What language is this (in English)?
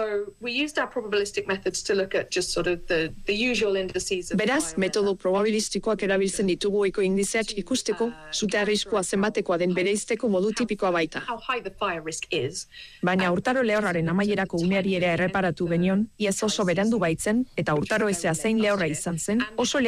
Basque